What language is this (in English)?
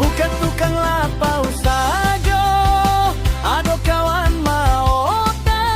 Minangkabau